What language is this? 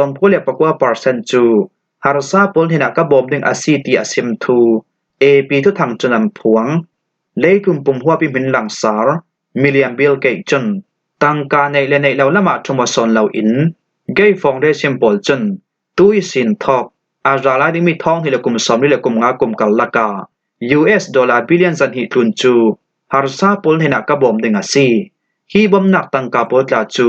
Falam Chin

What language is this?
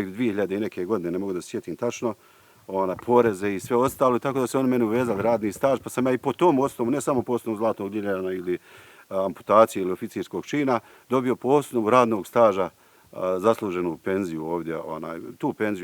Bosnian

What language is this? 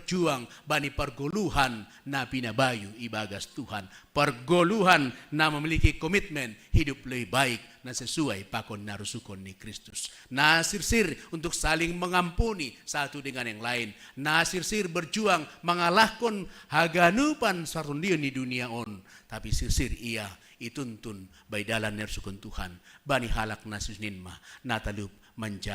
Batak Simalungun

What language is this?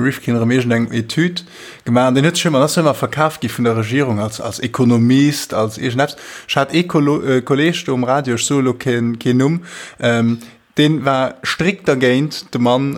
Luxembourgish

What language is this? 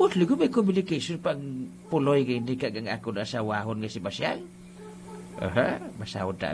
Hiligaynon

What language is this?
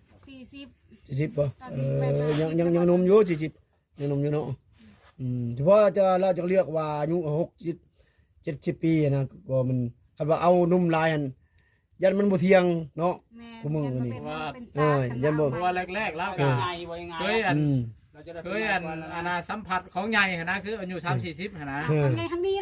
Northeastern Thai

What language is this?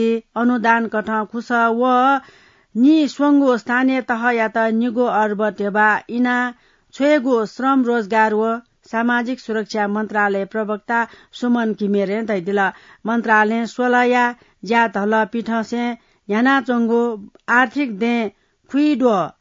Newari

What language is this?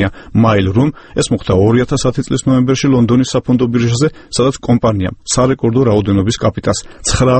Georgian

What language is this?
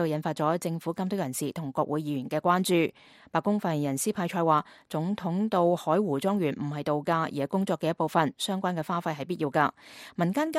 Cantonese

